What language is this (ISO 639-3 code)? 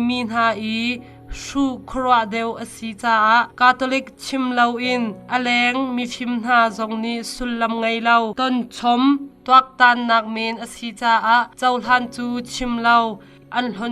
cnh